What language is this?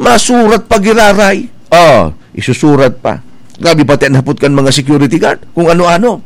Bikol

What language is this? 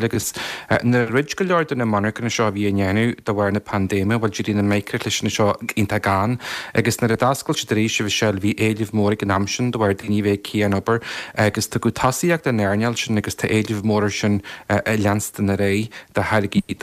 Irish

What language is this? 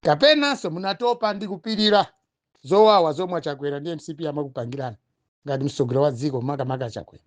Nyanja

